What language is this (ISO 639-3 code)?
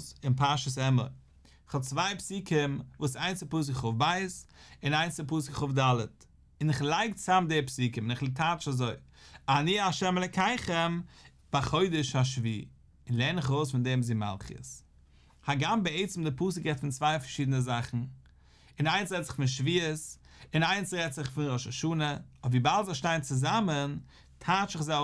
yid